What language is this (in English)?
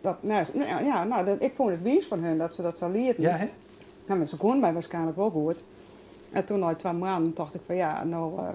Western Frisian